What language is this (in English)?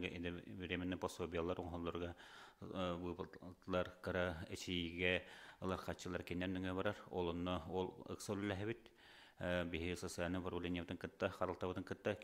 Yakut